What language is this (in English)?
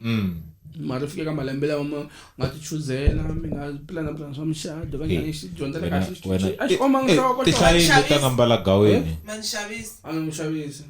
Tsonga